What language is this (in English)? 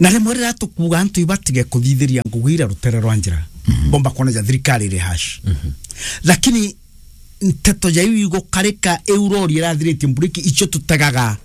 Meru